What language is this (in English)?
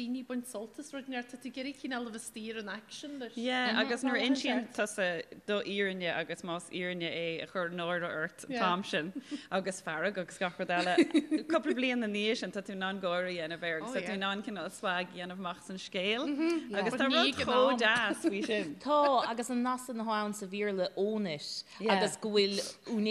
Irish